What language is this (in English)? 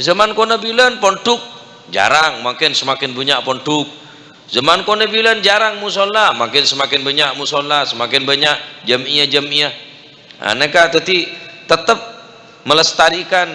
Madurese